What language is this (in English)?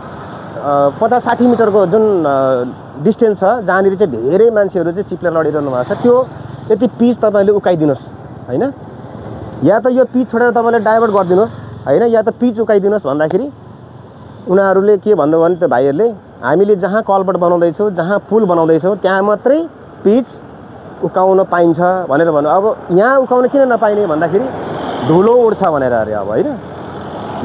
Nepali